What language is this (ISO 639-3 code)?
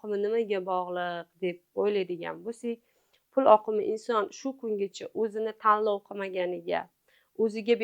uzb